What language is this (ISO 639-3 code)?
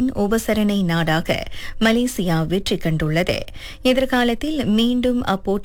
tam